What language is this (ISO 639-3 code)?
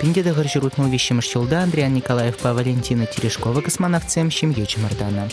chv